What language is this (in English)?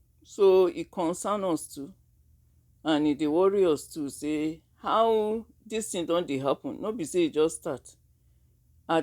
Nigerian Pidgin